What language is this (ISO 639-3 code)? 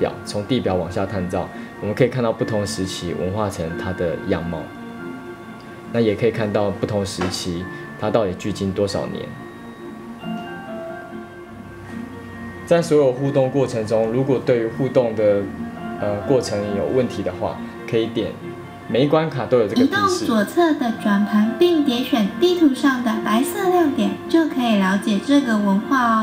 zho